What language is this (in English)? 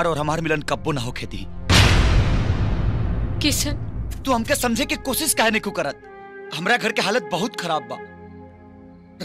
Bhojpuri